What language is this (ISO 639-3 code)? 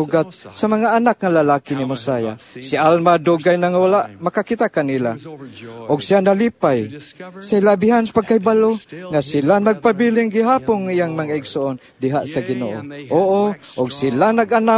ceb